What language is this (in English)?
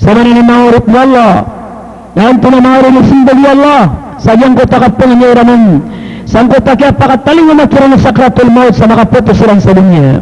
Maranao